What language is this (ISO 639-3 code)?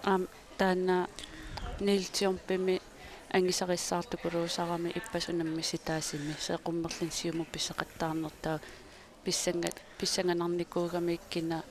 kal